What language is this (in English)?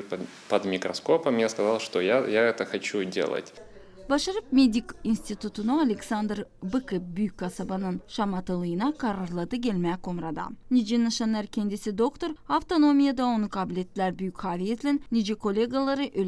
Gagauz